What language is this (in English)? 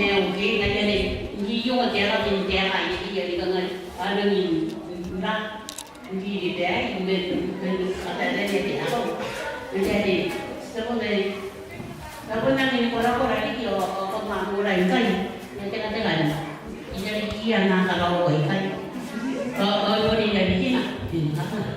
Gilbertese